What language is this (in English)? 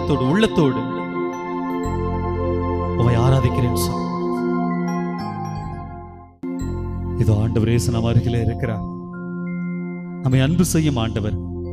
Tamil